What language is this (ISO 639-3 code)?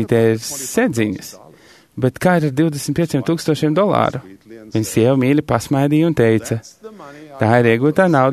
lav